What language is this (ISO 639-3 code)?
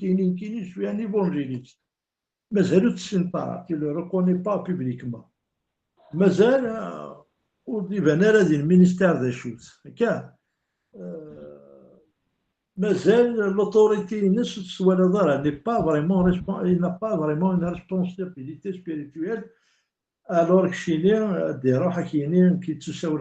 kab